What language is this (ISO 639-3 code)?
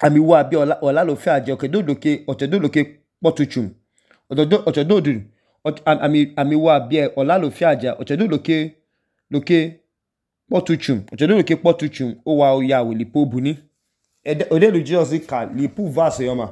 idu